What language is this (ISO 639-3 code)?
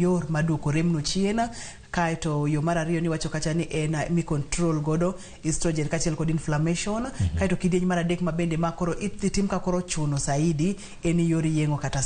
luo